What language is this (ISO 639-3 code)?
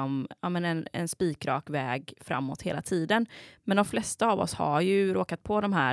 swe